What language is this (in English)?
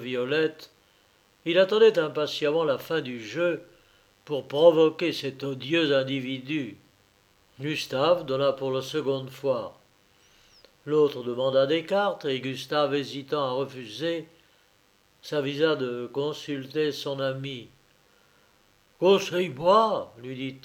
French